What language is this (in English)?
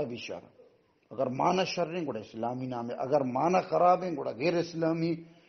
Baluchi